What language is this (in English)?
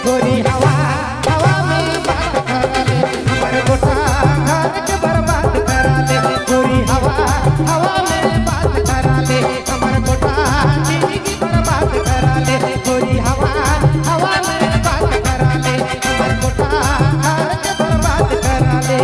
Sadri